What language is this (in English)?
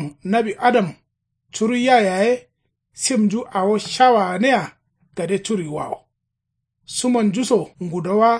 Kanuri